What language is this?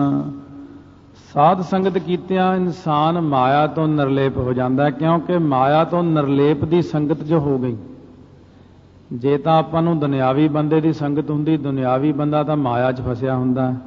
Punjabi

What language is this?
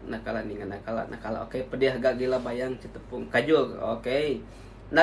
Iban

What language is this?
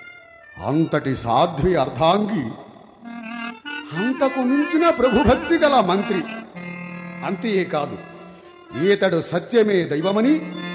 Telugu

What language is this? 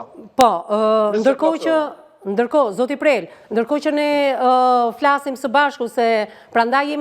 Albanian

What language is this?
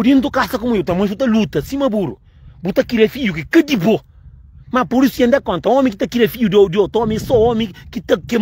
Kabuverdianu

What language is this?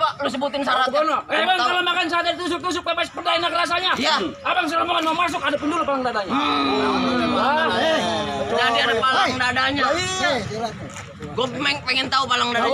Betawi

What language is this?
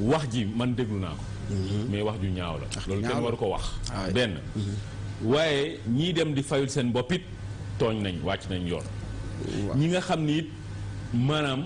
Wolof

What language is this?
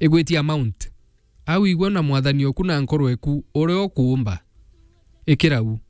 Meru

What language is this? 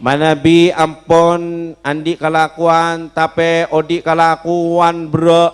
Madurese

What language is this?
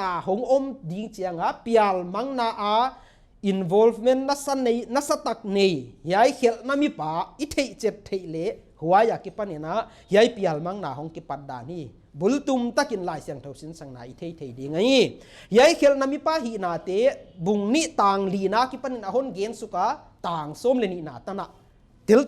Paite Chin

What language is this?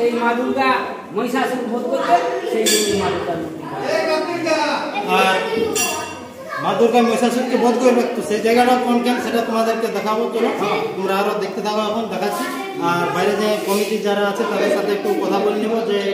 Bangla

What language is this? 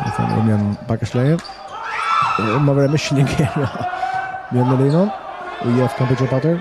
Faroese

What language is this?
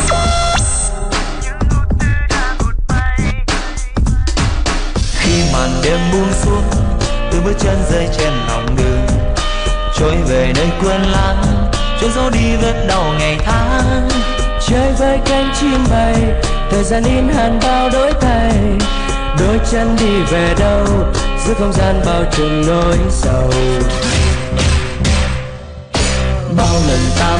Vietnamese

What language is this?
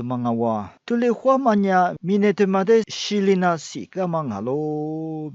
Lisu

